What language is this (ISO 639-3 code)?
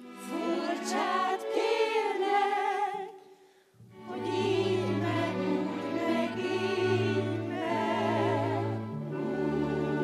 hun